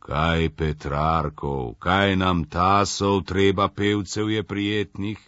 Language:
Slovenian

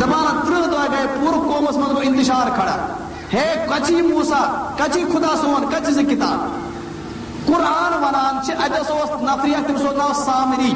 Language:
Kashmiri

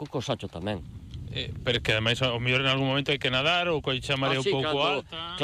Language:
Galician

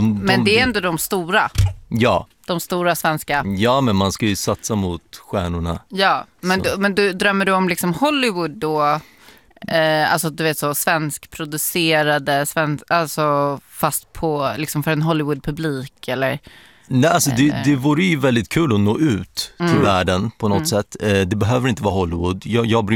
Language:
Swedish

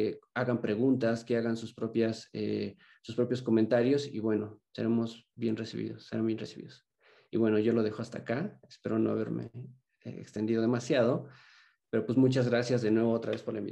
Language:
Spanish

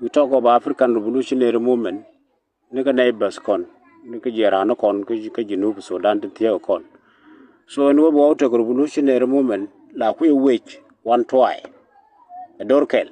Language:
Nuer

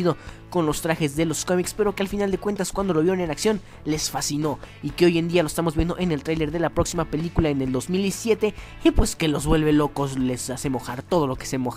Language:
Spanish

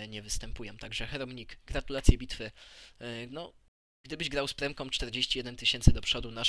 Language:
Polish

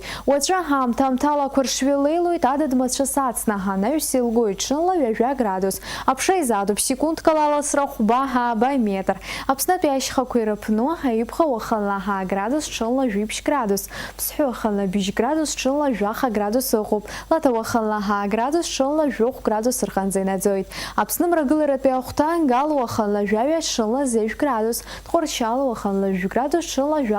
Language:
Abkhazian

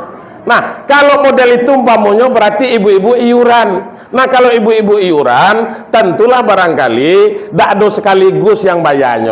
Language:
Minangkabau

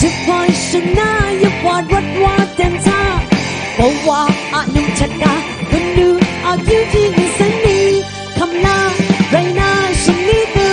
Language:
Kachin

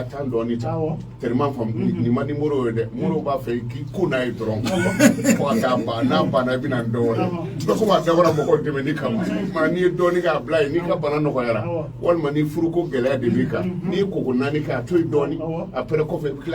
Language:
Bambara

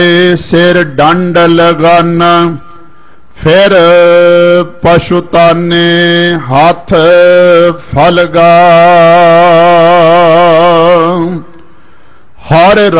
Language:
Punjabi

